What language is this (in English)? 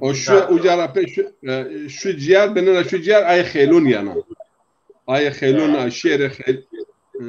Zaza